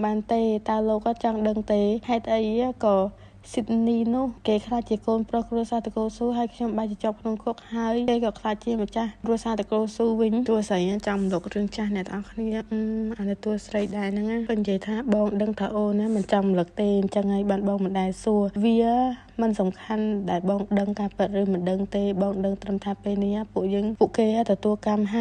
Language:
Khmer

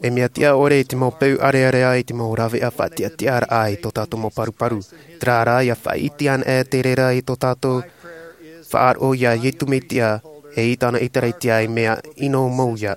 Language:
Tahitian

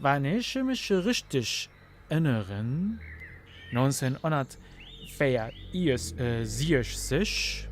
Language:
North Levantine Arabic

